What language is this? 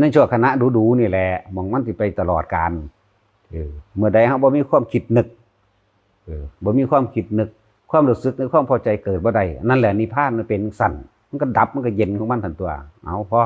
Northeastern Thai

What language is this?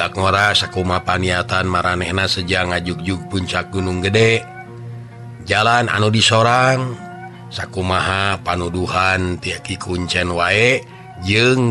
Sundanese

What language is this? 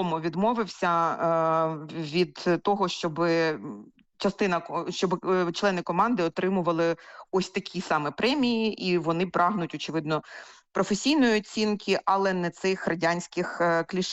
Ukrainian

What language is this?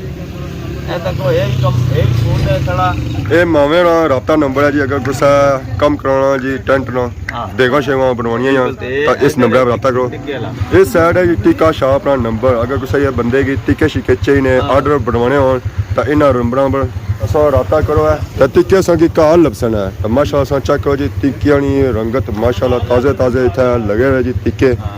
Pahari-Potwari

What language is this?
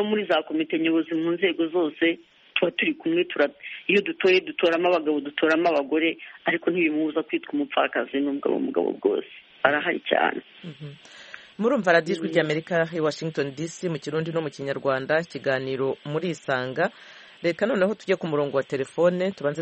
Kinyarwanda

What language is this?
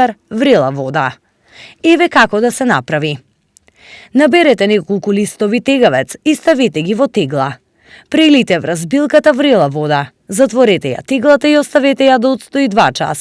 Macedonian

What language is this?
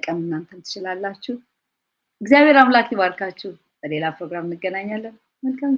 Amharic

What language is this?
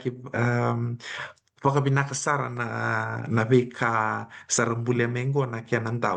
Fijian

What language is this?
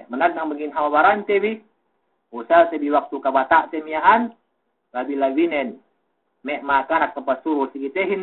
Yakan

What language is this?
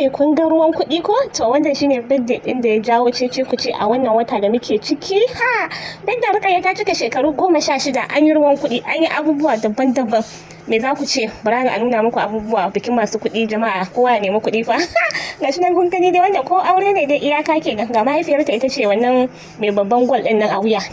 Hausa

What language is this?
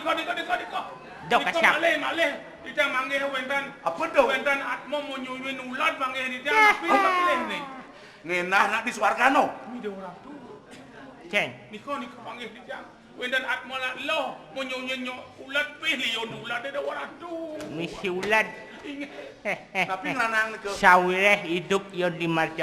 Balinese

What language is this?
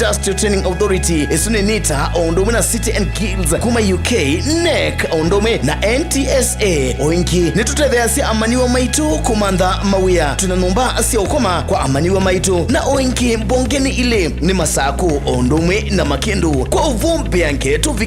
Kamba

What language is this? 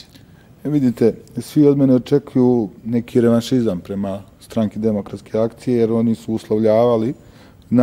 Bosnian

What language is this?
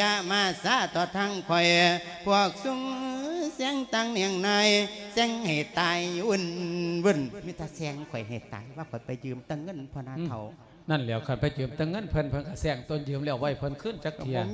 Lao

